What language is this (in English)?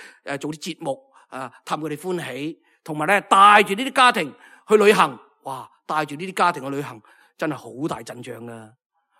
Cantonese